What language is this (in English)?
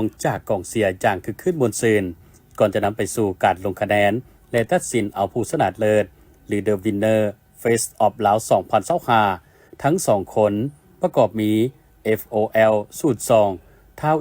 Lao